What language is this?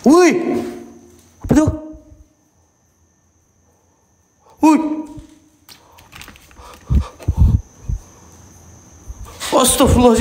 Malay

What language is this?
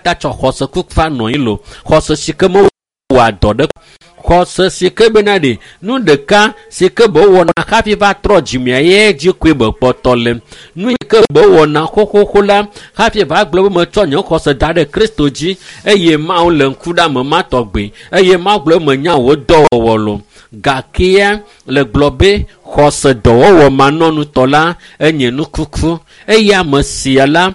Ewe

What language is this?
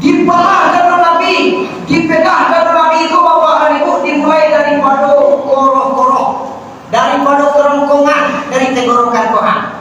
Minangkabau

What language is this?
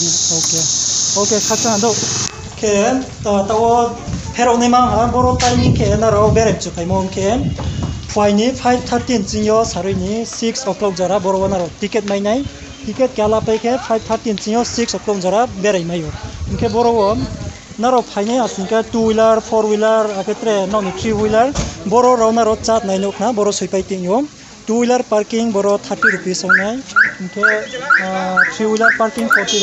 Riang (India)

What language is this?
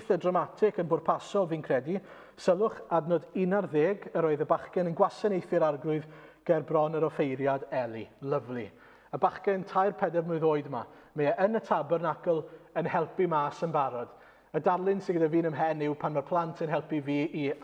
Welsh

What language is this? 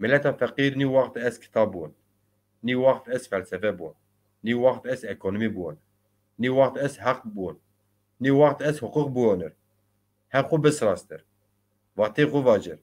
Zaza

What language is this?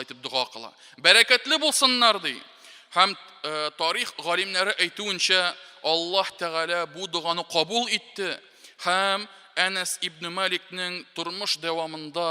Tatar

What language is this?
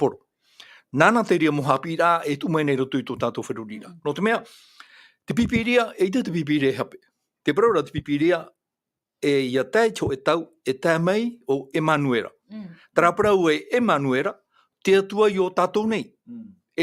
Tahitian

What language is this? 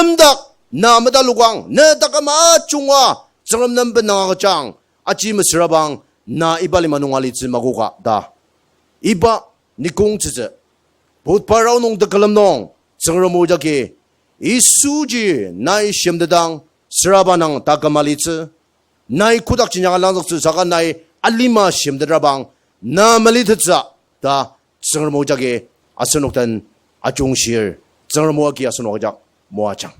Ao Naga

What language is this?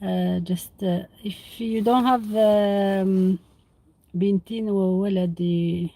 Algerian Arabic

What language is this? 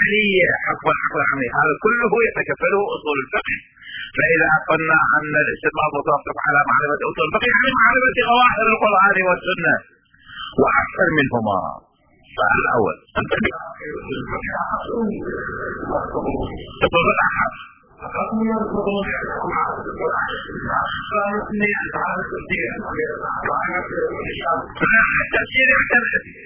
Arabic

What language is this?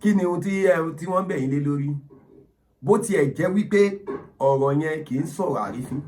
Yoruba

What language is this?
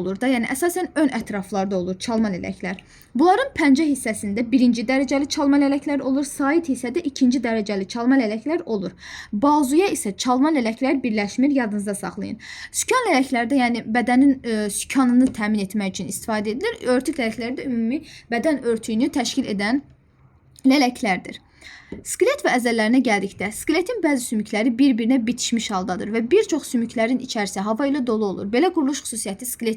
Azerbaijani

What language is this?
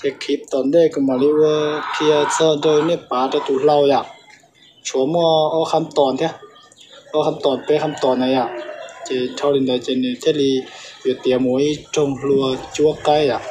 Hmong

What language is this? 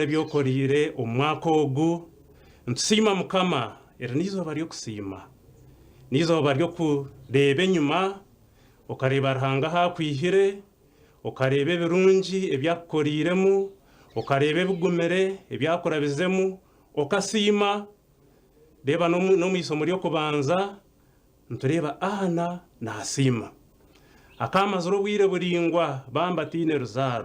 Nyankole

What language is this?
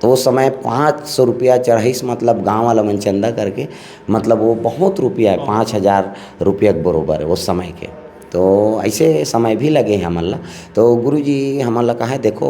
Chhattisgarhi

